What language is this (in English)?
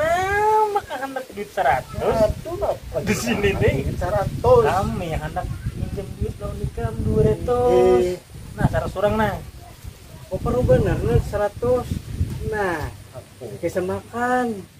Banjar